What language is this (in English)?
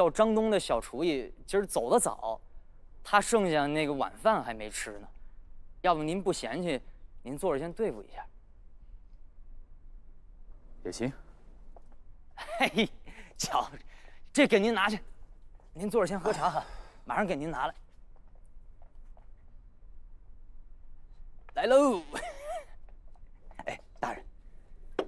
Chinese